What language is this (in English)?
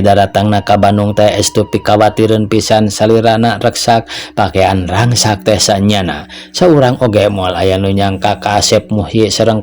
Sundanese